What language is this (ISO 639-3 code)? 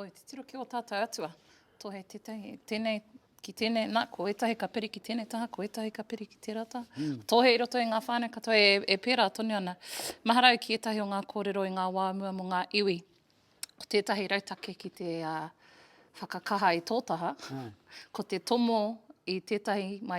mri